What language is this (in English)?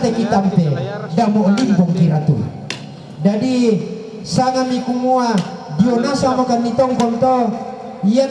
Toraja-Sa'dan